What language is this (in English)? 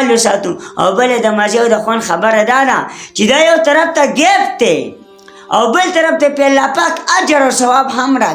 Pashto